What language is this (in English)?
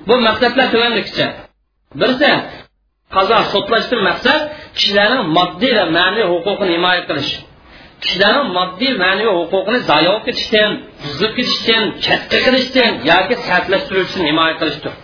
Uyghur